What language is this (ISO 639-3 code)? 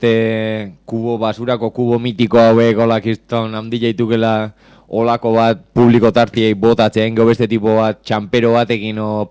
eus